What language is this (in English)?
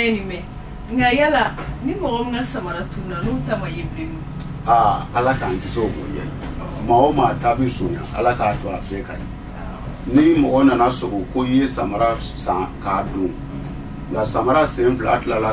Bambara